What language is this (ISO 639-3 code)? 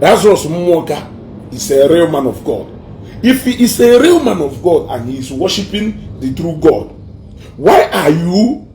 ibo